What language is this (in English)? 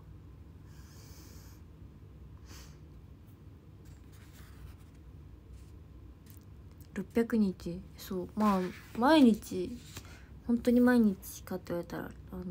Japanese